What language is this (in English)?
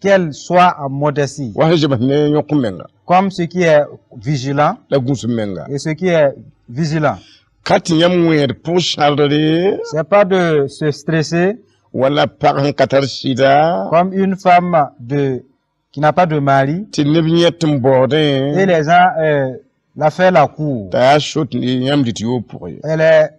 Mossi